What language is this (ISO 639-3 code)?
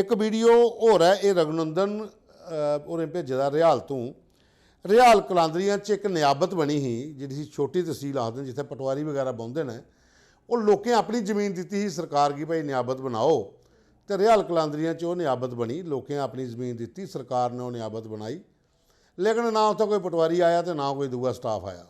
doi